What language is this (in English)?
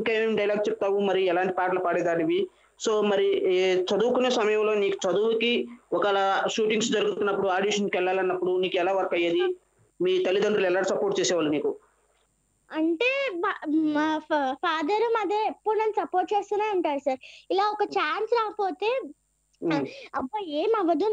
Telugu